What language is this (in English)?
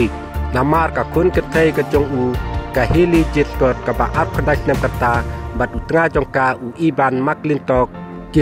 Khasi